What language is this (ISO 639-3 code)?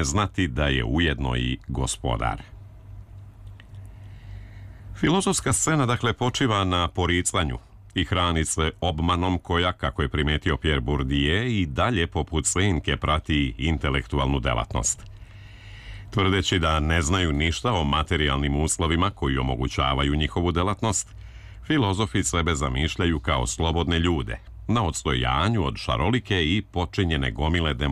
srp